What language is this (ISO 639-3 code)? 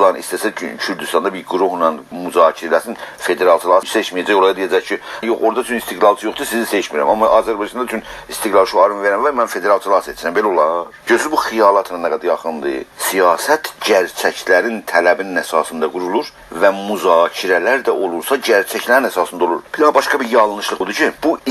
azb